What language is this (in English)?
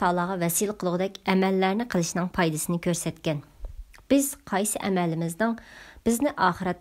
Uyghur